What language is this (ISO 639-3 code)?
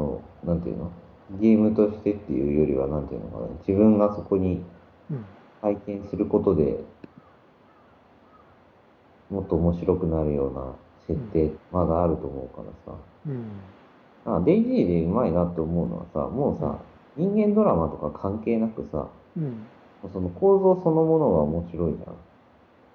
jpn